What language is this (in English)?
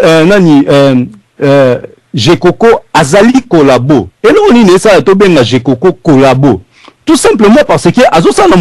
Lingala